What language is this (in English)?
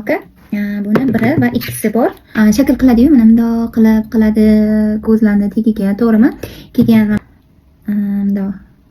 Uzbek